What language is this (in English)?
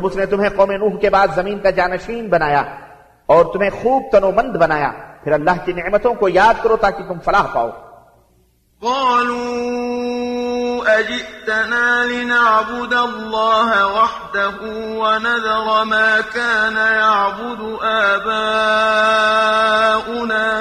Urdu